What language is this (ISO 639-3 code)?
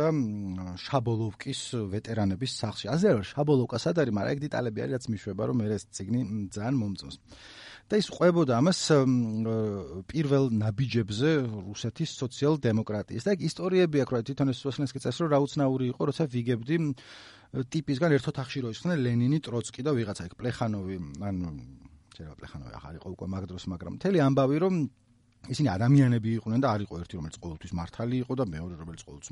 kat